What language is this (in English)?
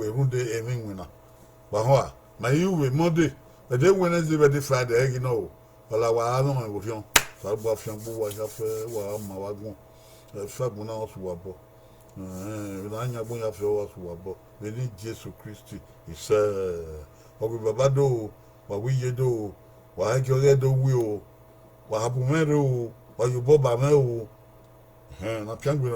Bini